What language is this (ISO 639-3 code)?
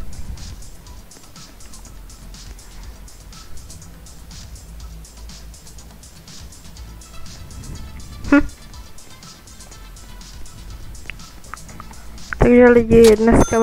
ces